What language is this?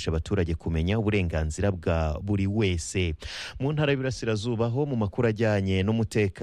Kinyarwanda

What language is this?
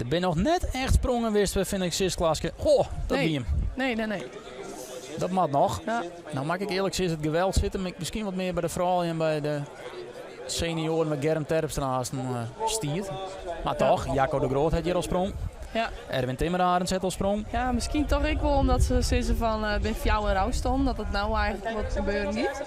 Western Frisian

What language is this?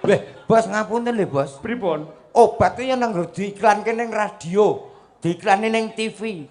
Javanese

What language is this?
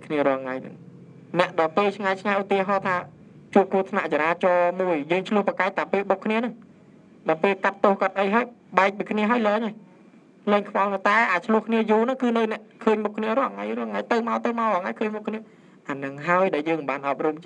Khmer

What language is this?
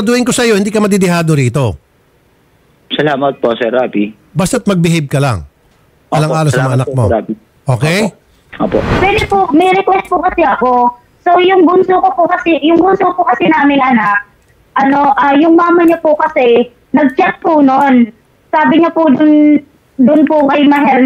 Filipino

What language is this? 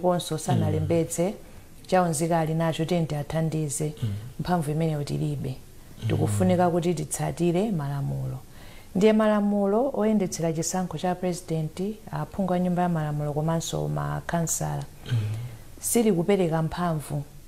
Nyanja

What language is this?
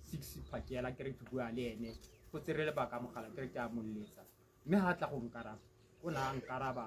Tswana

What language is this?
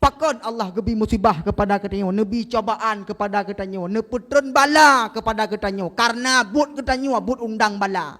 Achinese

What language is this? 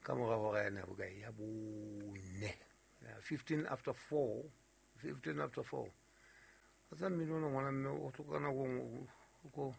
Southern Sotho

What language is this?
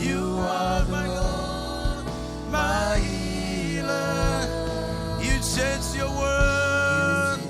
Marshallese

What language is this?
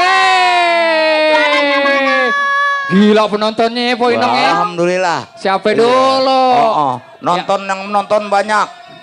Betawi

